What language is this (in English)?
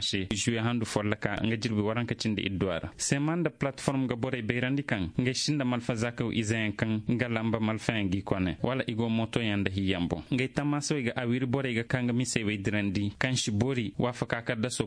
Zarma